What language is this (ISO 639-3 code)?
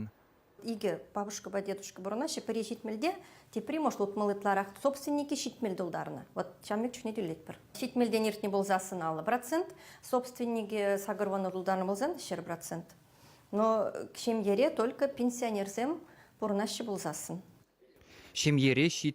chv